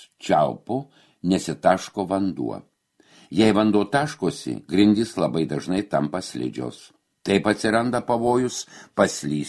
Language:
Lithuanian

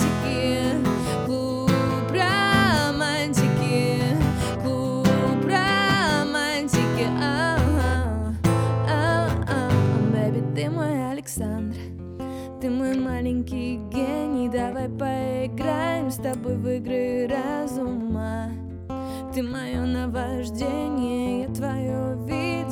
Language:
Russian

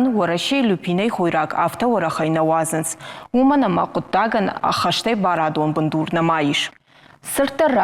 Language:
Ossetic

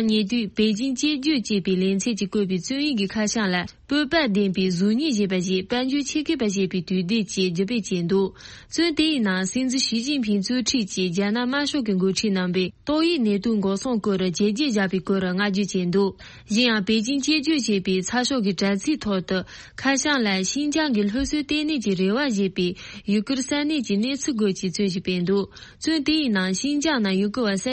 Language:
Tibetan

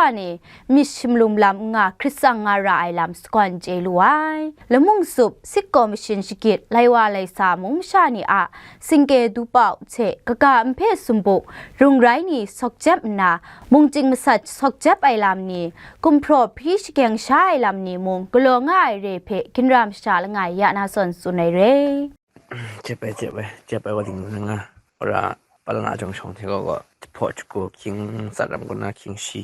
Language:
Kachin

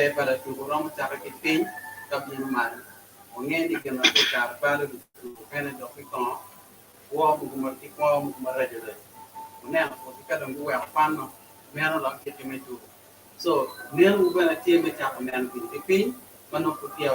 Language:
Acoli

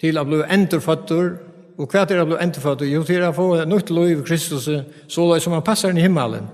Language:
Faroese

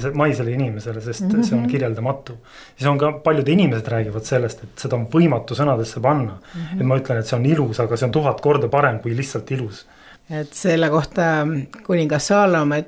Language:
Estonian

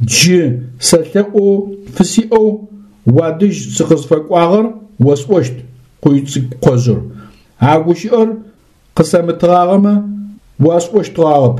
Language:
Adyghe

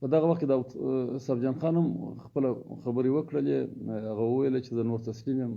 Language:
Pashto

